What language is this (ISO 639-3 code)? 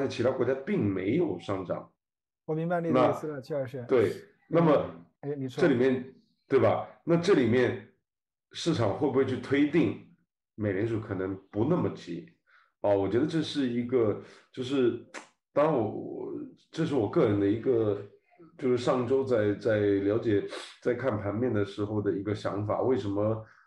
zho